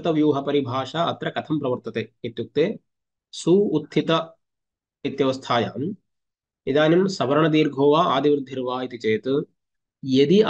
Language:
Sanskrit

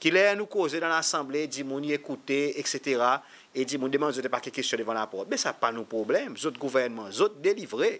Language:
Seselwa Creole French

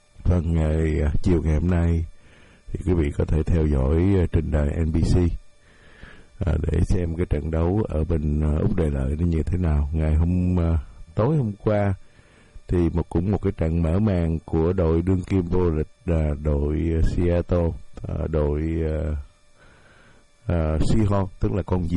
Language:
Vietnamese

